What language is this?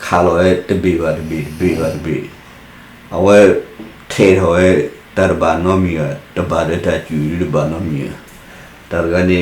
S'gaw Karen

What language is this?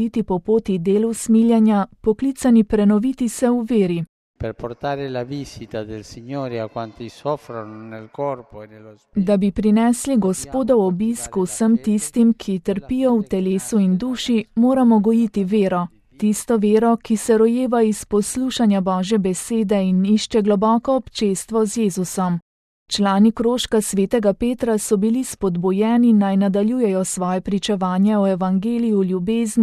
Slovenian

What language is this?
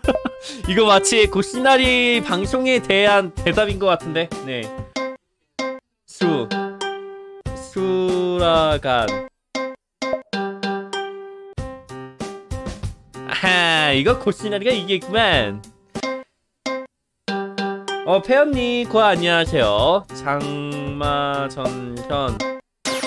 Korean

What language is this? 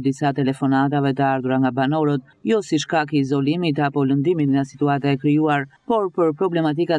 Albanian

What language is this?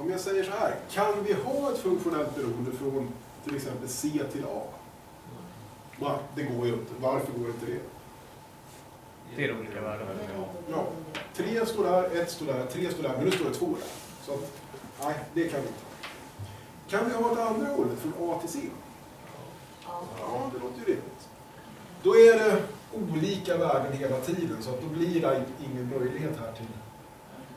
Swedish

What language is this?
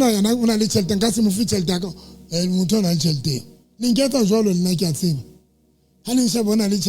Southern Sotho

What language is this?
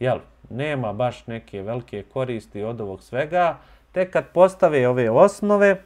Bosnian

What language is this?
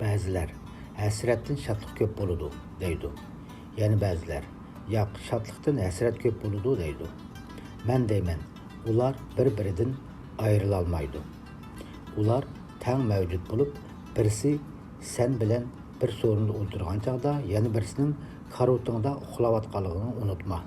Uyghur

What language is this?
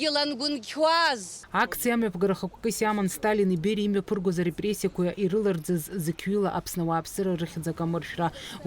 Abkhazian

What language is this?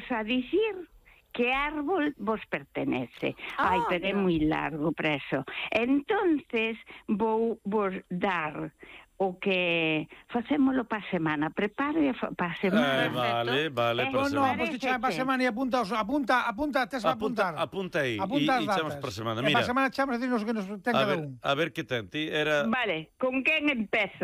Galician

